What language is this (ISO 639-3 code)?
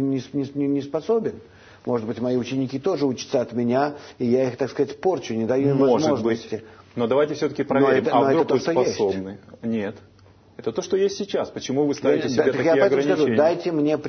rus